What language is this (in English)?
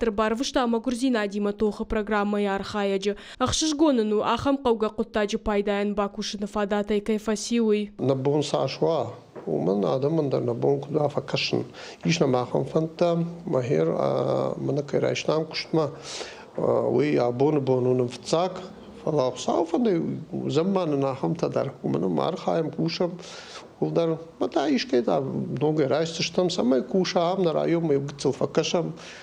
Ossetic